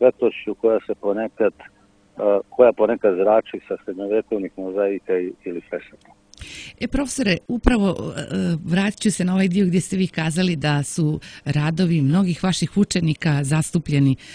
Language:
Serbian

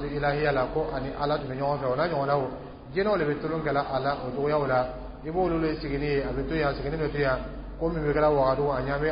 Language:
Dyula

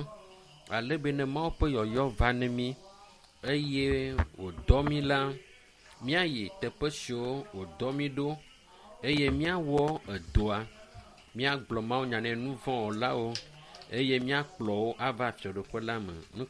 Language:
Ewe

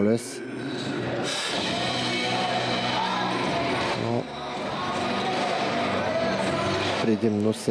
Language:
Bulgarian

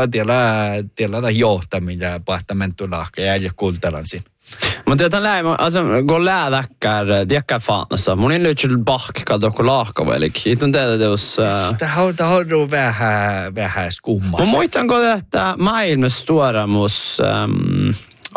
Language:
Northern Sami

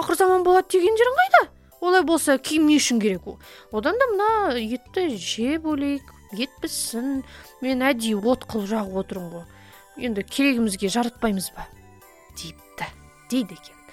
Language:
Kazakh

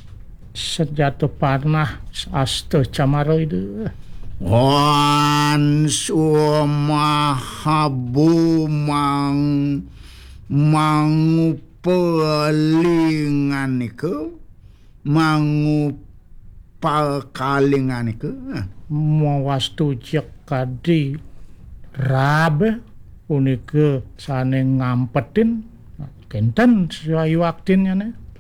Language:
Balinese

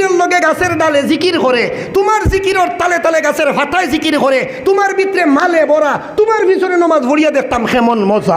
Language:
Sylheti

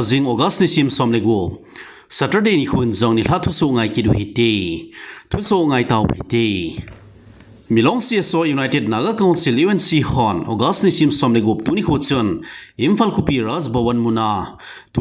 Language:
Thado Chin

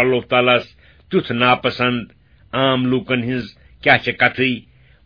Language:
Kashmiri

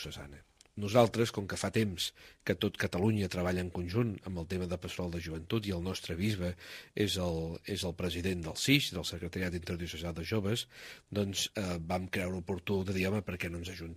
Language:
Catalan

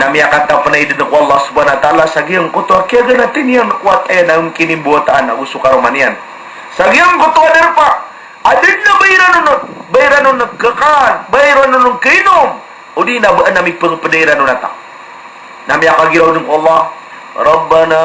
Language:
Maranao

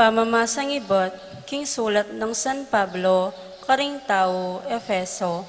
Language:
Pampanga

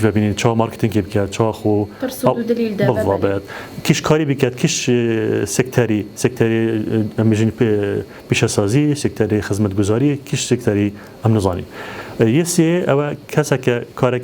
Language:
Kurdish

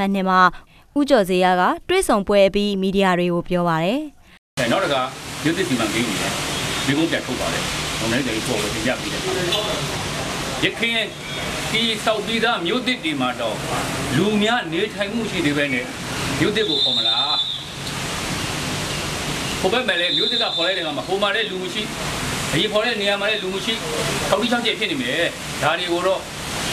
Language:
Burmese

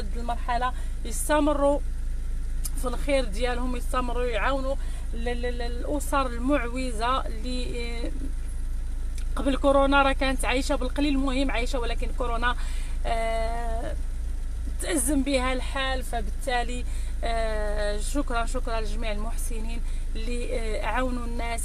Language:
Moroccan Arabic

